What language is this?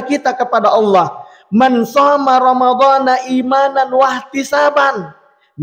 Buginese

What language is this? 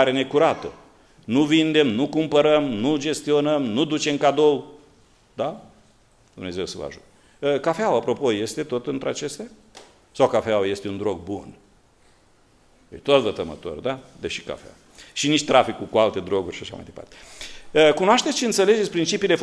Romanian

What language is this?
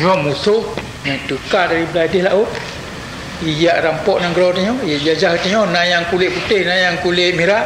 Achinese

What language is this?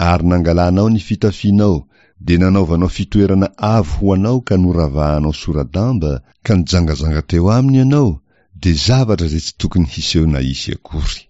Malagasy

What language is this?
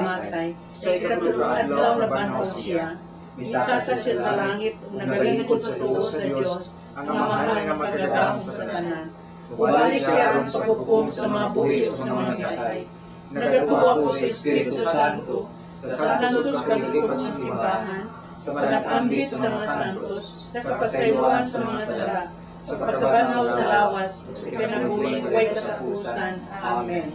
Cebuano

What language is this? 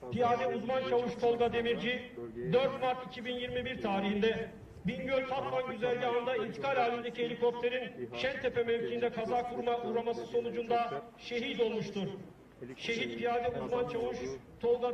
Turkish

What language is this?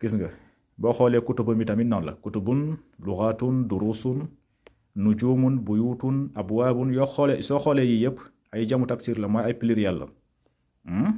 Wolof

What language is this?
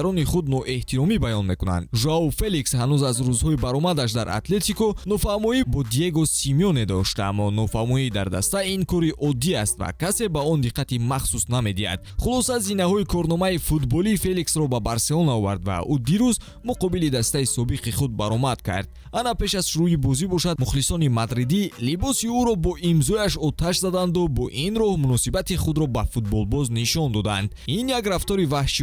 Tajik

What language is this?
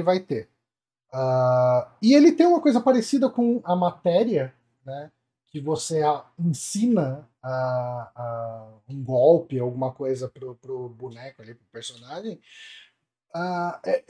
Portuguese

